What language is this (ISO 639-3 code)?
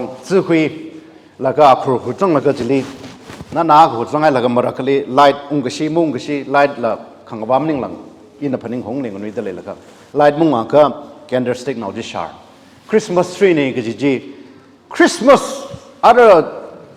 nmf